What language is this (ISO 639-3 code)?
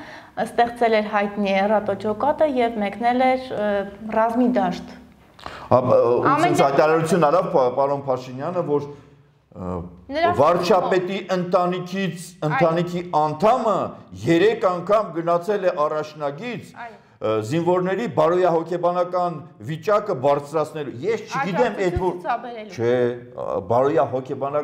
hye